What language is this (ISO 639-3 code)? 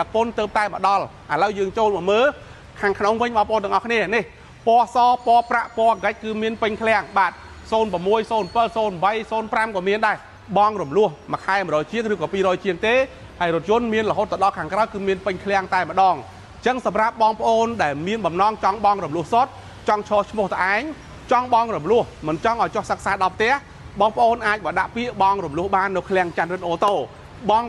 khm